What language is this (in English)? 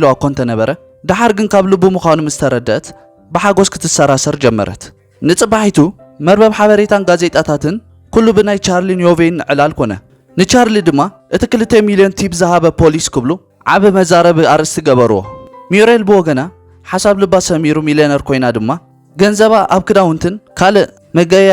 Tigrinya